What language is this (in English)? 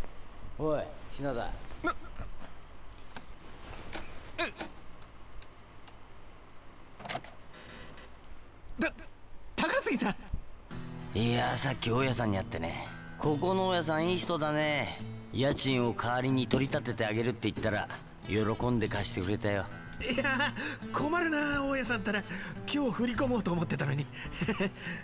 Japanese